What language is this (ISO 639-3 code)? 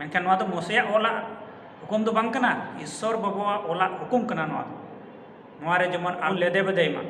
sat